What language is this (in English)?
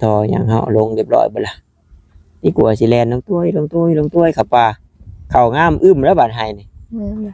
Northeastern Thai